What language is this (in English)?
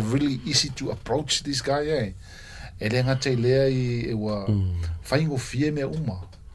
Samoan